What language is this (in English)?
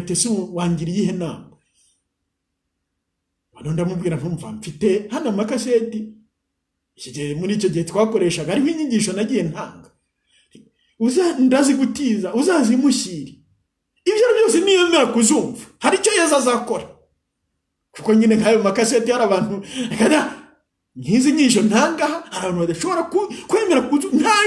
Kinyarwanda